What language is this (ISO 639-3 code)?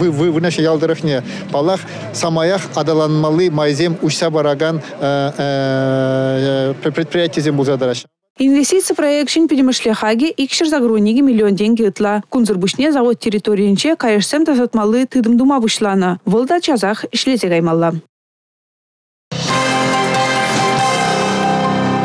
chv